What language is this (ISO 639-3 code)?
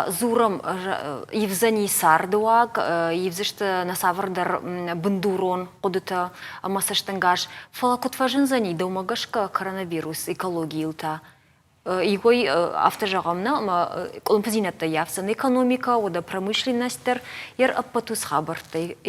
oss